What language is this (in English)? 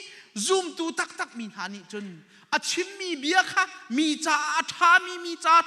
Hakha Chin